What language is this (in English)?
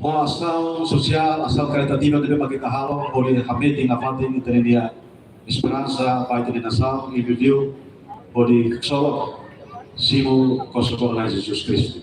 Tetum